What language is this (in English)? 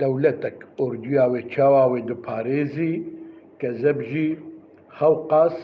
Kurdish